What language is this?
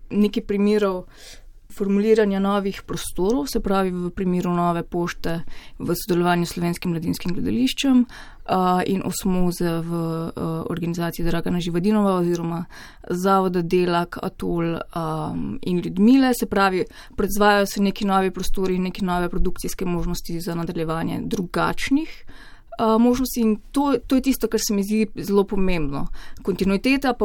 Slovenian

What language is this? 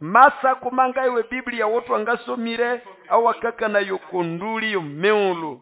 Nande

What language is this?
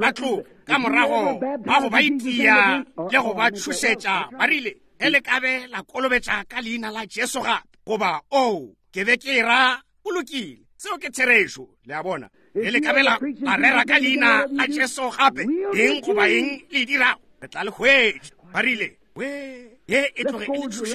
Northern Sotho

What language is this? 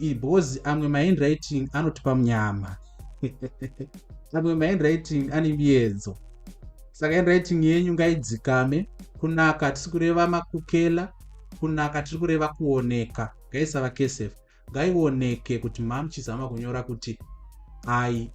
Shona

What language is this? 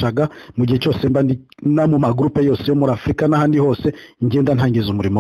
Kinyarwanda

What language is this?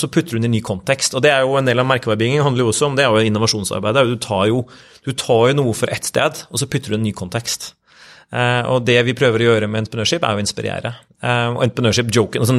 Norwegian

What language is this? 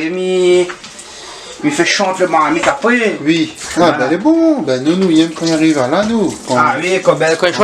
Réunion Creole French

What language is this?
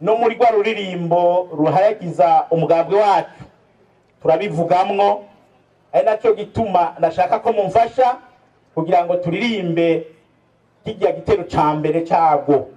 Rundi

